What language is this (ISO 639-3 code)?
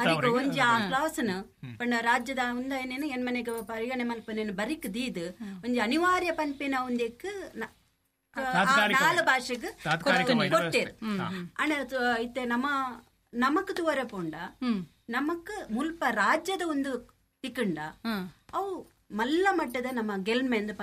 tcy